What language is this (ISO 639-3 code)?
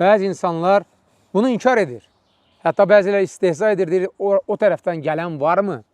aze